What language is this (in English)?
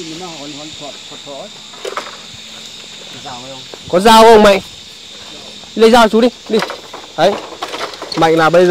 Vietnamese